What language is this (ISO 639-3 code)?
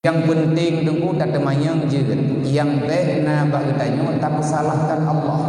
ace